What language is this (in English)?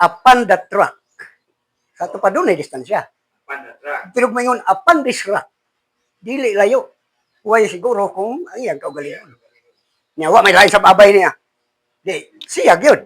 Cebuano